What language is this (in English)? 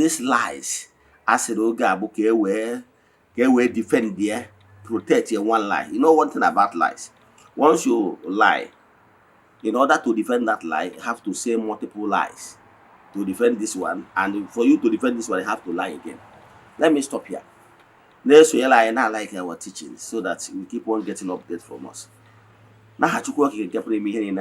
Igbo